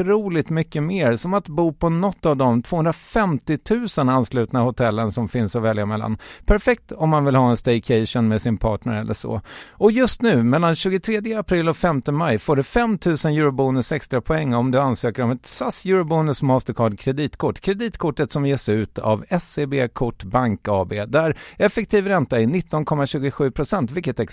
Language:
Swedish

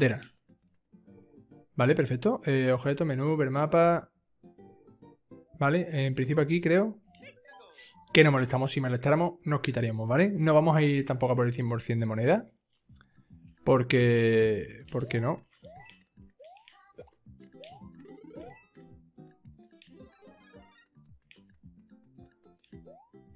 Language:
Spanish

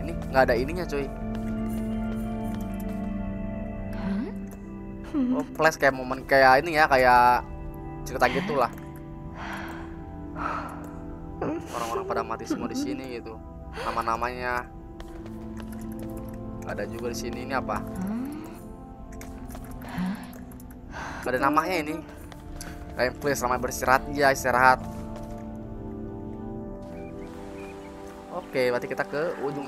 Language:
Indonesian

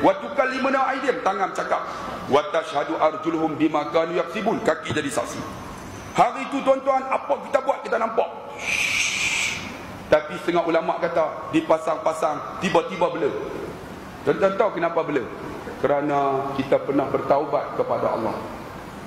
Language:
Malay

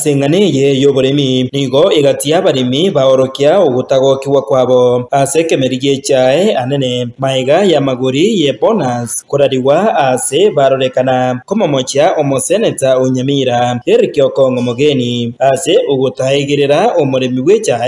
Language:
Gusii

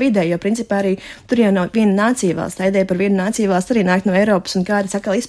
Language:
Latvian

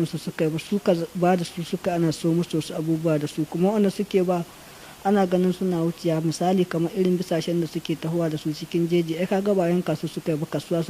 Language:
Hausa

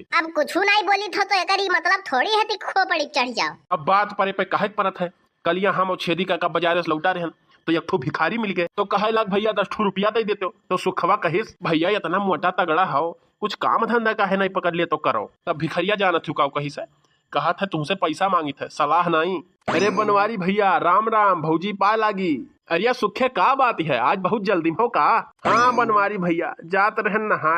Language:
Awadhi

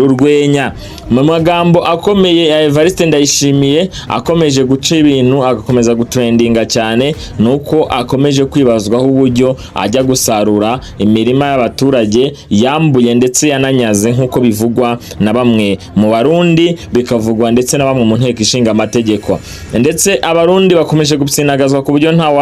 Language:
Kinyarwanda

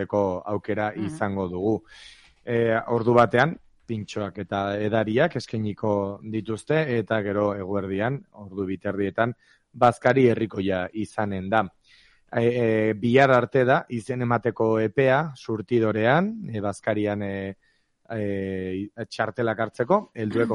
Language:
Basque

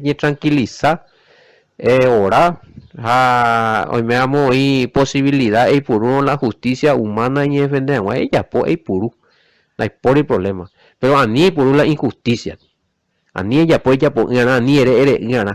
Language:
Guarani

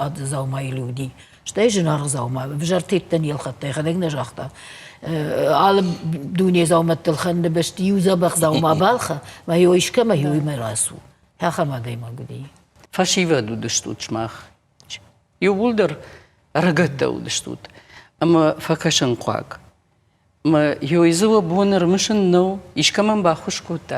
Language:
Ossetic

